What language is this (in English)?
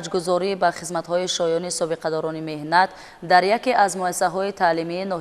Tajik